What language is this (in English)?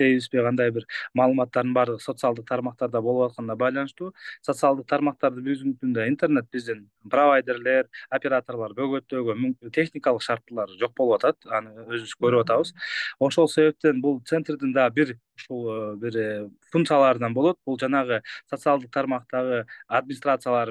Kyrgyz